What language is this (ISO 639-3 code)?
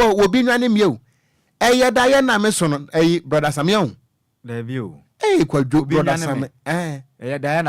aka